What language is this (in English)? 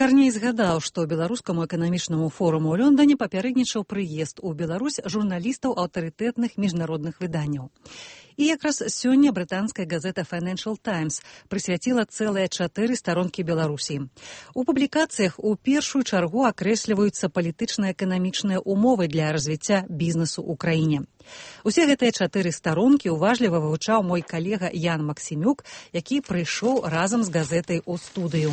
Belarusian